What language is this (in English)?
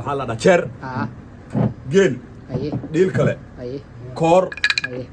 Somali